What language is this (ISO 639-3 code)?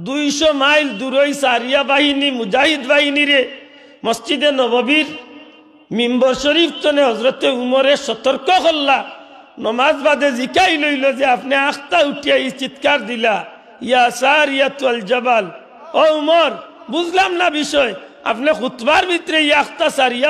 syl